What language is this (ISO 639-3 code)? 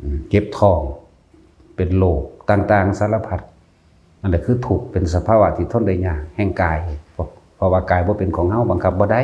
tts